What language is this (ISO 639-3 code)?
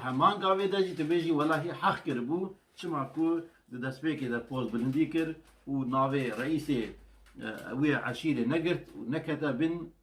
kur